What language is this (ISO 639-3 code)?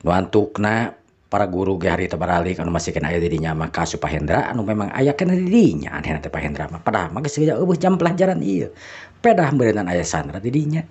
sun